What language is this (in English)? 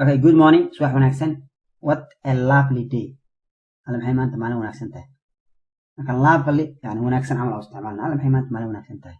Somali